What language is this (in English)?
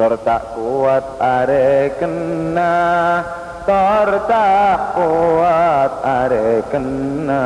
Madurese